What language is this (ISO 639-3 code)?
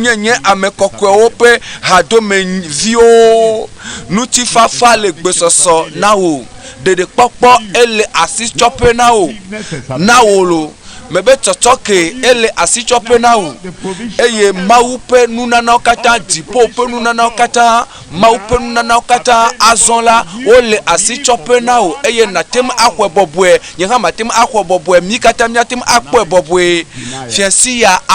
ewe